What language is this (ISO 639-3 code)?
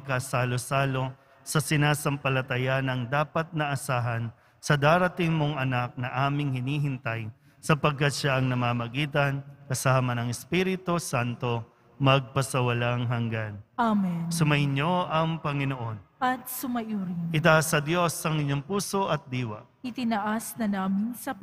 fil